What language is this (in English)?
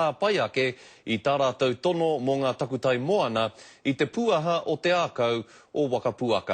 Māori